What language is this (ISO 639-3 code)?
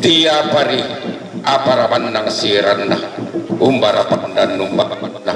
sda